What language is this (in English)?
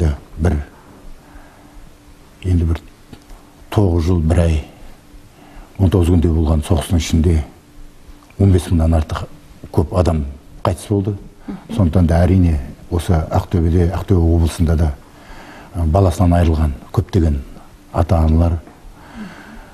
Kazakh